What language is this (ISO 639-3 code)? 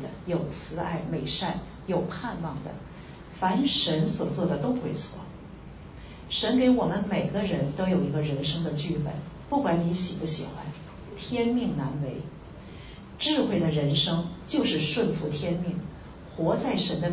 zho